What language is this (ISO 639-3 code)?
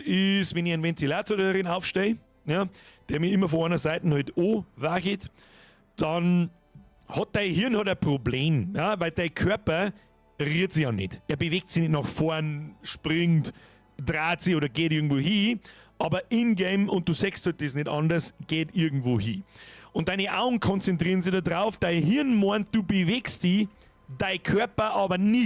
bar